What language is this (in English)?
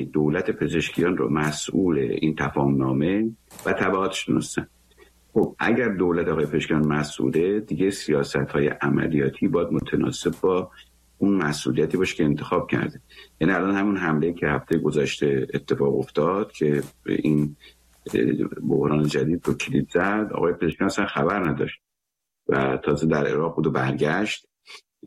Persian